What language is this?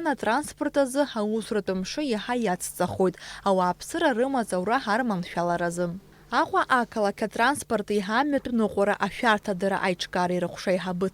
Abkhazian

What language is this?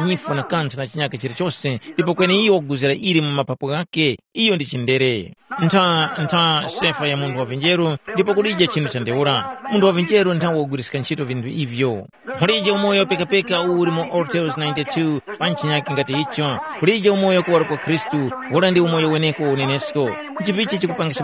Tumbuka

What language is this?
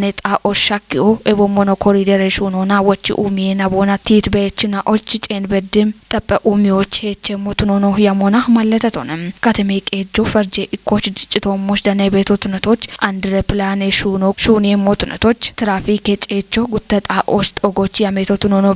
Kafa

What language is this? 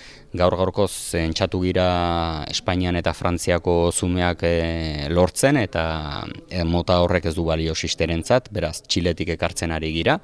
Basque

